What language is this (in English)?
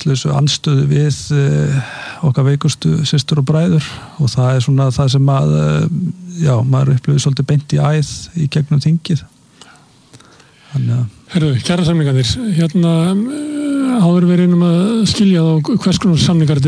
Icelandic